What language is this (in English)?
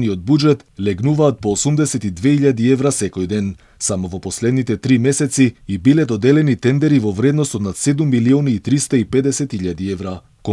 Macedonian